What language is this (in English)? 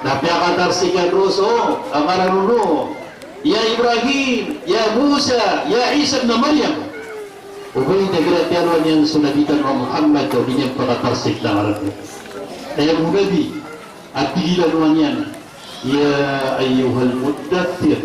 Maranao